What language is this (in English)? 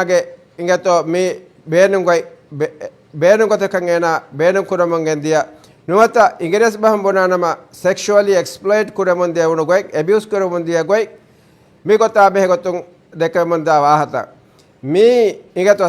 Divehi